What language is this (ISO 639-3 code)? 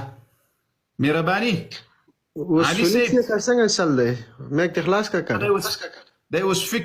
pus